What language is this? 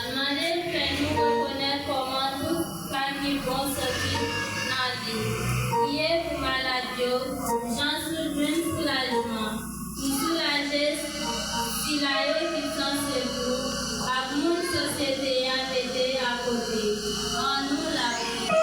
Haitian Creole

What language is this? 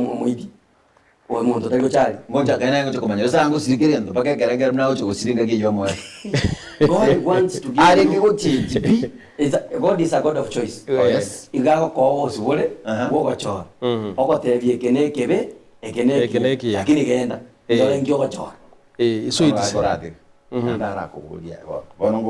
Gusii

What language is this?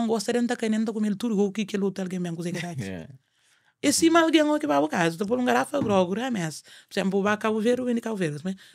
Kabuverdianu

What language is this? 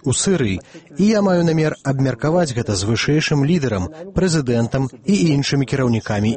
Belarusian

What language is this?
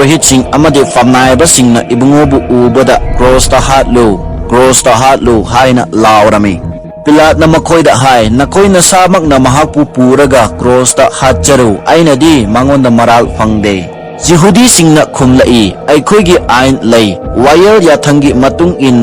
Manipuri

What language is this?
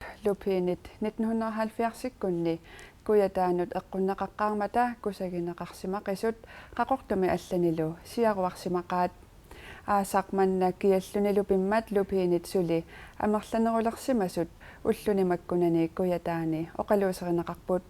Kalaallisut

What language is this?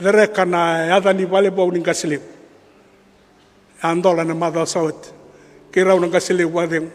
Fijian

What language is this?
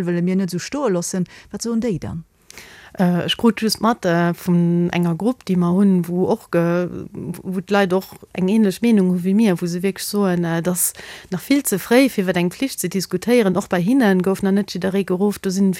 Luxembourgish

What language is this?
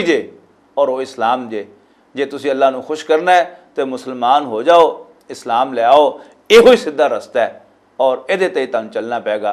Western Panjabi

